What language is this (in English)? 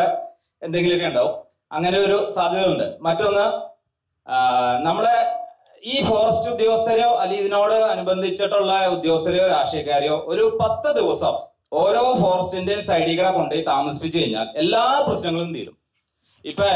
Malayalam